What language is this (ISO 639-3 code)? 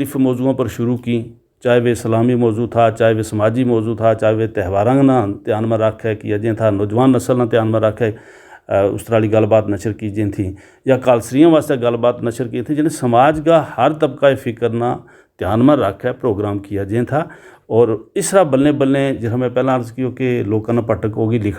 gju